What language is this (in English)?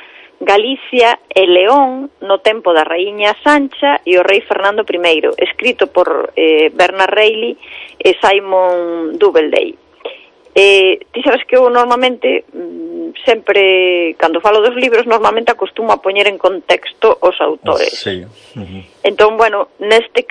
Galician